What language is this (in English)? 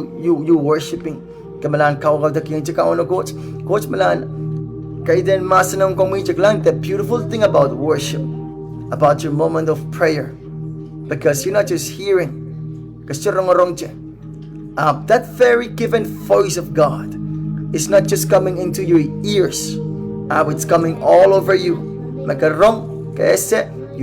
Pohnpeian